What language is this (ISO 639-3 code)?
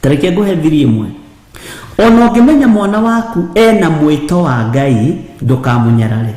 kik